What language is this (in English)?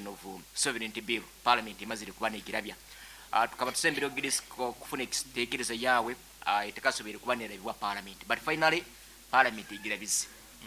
Nyankole